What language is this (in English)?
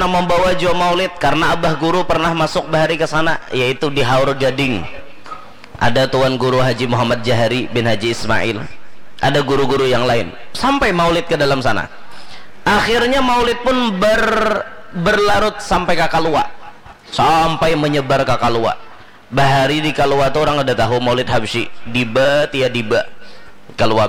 Banjar